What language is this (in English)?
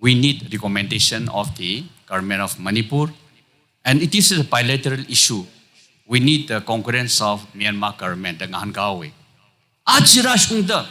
Tangkhul Naga (India)